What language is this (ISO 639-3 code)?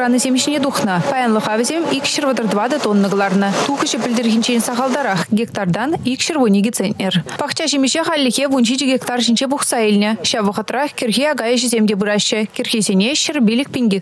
chv